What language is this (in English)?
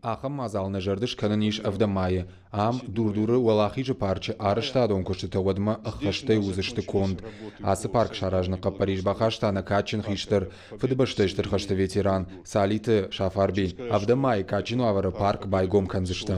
Ossetic